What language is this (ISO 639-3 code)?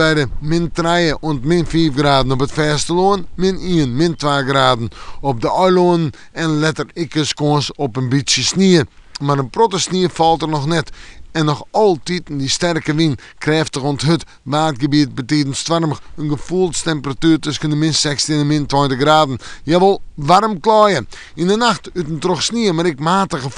fry